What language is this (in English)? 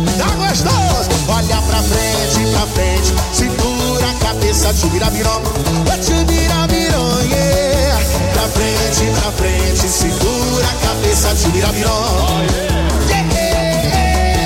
Portuguese